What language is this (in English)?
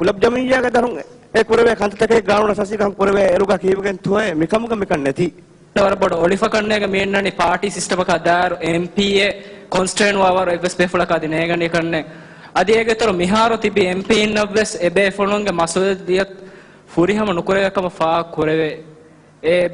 Divehi